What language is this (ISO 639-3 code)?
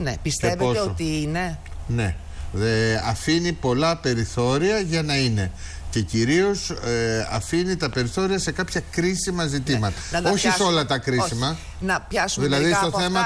ell